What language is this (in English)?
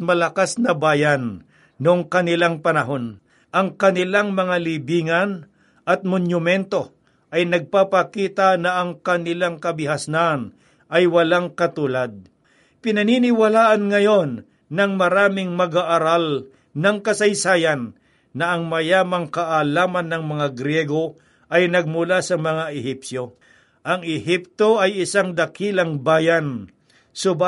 Filipino